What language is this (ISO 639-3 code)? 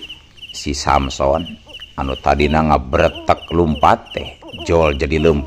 sun